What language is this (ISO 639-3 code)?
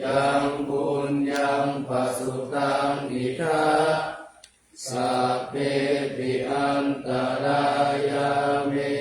pli